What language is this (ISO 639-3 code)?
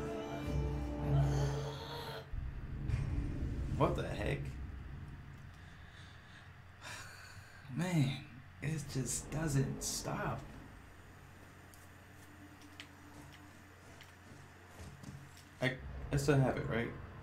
eng